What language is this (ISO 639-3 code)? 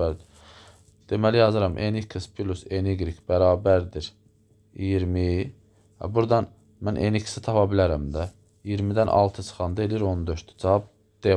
aze